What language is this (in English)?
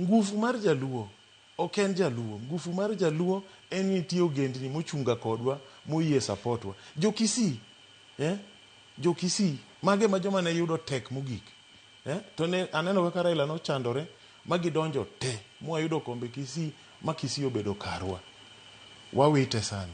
Luo (Kenya and Tanzania)